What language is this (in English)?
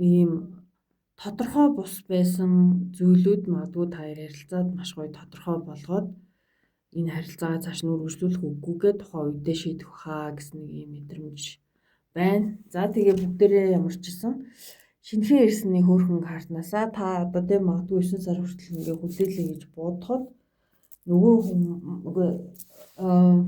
Mongolian